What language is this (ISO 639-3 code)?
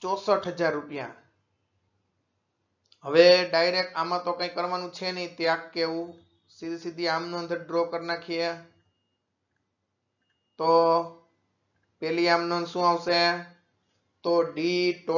guj